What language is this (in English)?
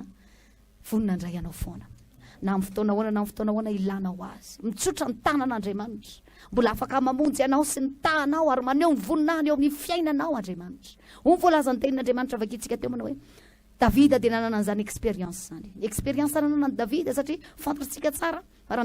Malagasy